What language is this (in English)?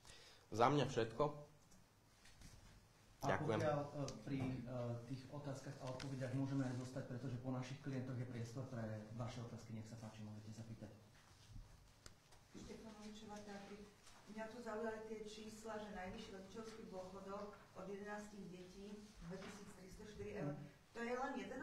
Slovak